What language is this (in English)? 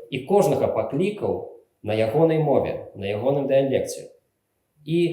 Belarusian